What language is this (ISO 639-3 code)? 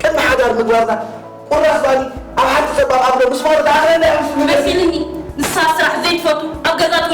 tir